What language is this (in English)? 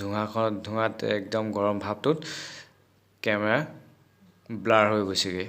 Assamese